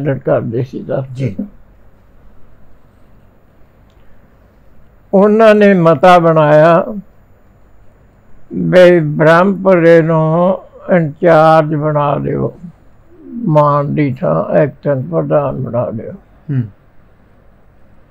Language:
Punjabi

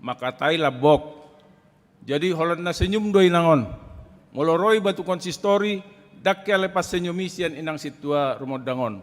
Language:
Batak Toba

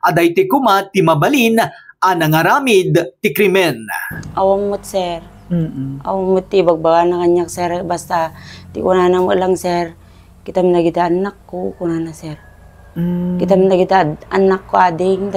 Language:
Iloko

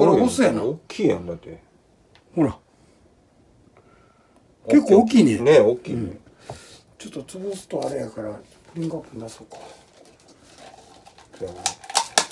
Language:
Japanese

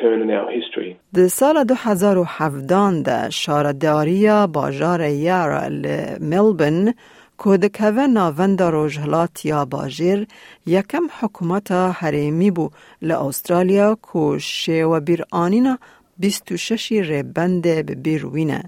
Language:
Kurdish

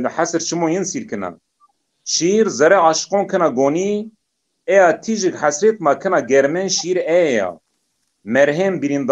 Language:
Zaza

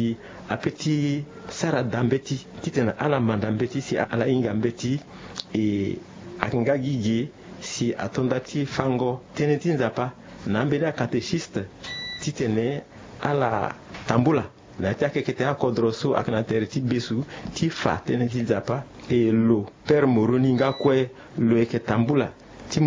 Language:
Sango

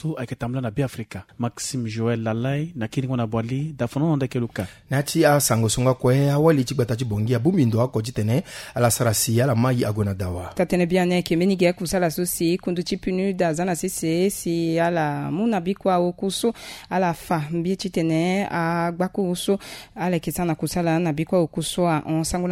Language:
Sango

